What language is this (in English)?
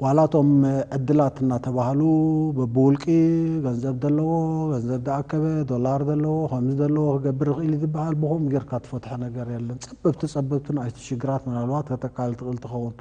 Tigrinya